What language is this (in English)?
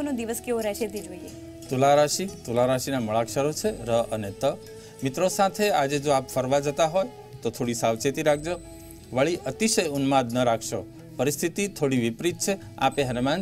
Gujarati